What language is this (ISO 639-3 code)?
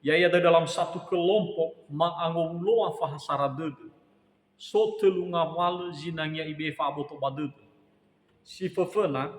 nia